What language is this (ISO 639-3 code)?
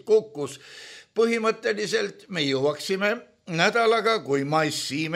est